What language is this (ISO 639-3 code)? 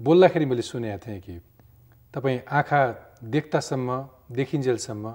nep